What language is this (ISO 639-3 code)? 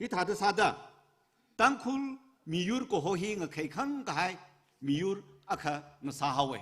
nmf